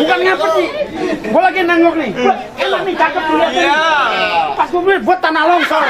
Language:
Betawi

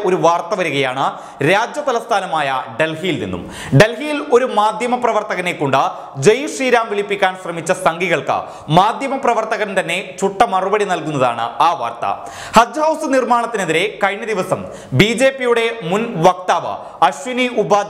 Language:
Malayalam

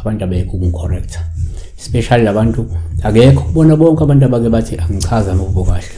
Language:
Zulu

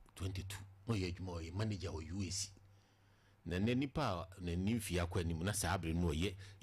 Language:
Akan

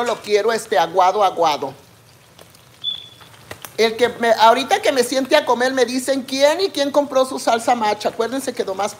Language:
Spanish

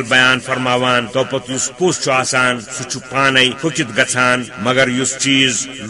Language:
Kashmiri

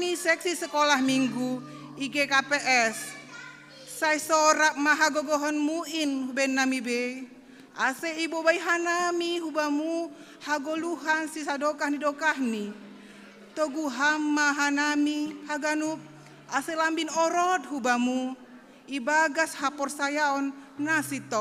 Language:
Batak Simalungun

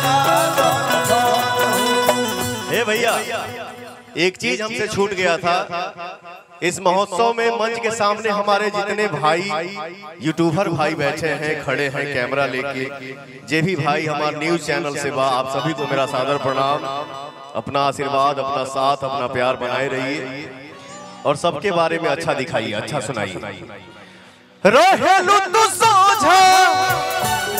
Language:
Bhojpuri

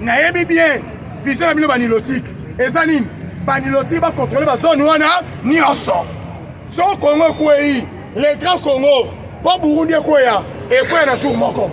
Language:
Lingala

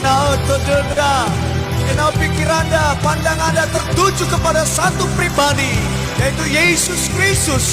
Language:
Nias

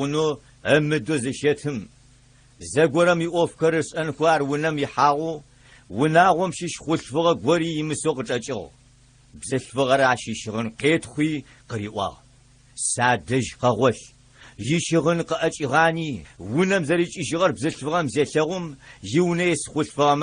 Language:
Adyghe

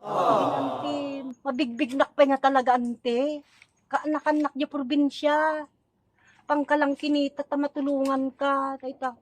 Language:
Iloko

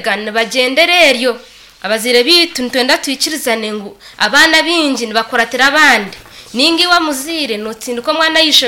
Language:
Nyankole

